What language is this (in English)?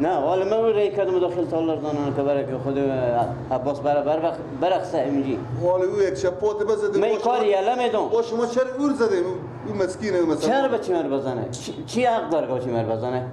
Persian